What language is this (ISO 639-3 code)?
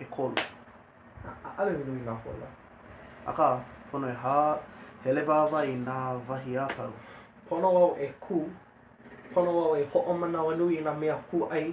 haw